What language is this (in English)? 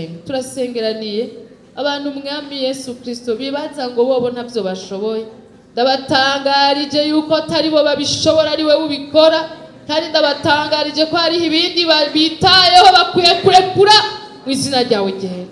Rundi